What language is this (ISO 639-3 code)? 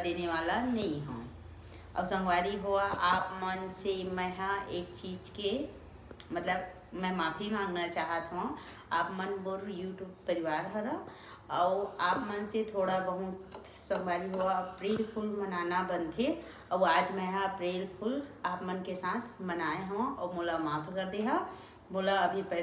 hne